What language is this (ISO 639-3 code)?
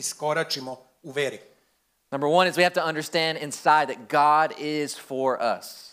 srp